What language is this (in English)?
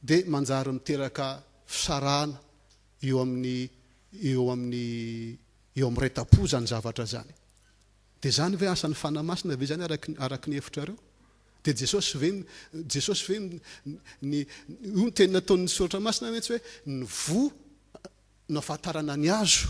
Malagasy